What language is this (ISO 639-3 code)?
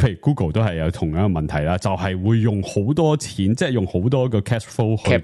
yue